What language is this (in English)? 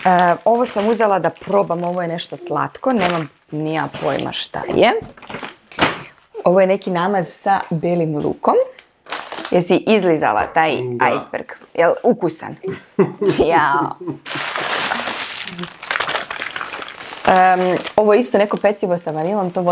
Serbian